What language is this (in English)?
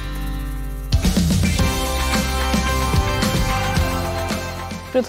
Bangla